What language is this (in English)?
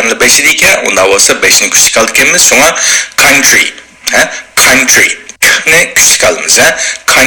Uyghur